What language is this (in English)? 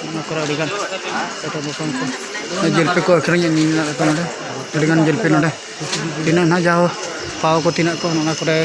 Santali